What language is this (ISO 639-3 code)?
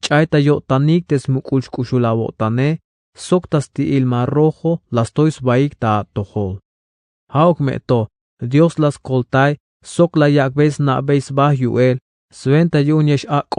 tzh